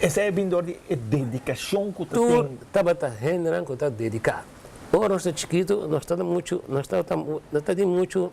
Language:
Papiamento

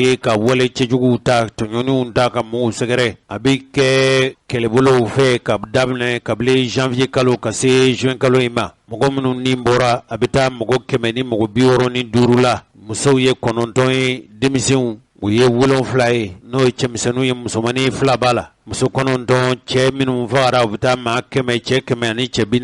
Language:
Bambara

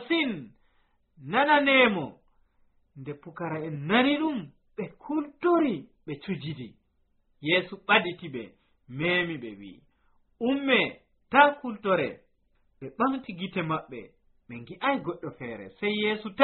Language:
Nigerian Fulfulde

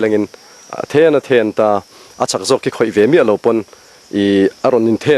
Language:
Mizo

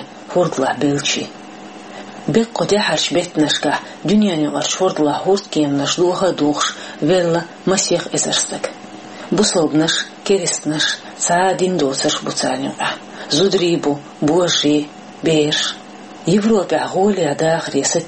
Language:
Chechen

